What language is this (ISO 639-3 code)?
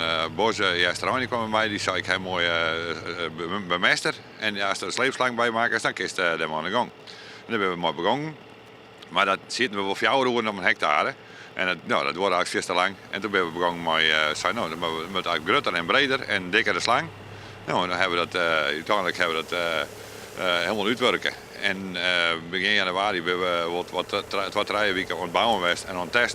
fry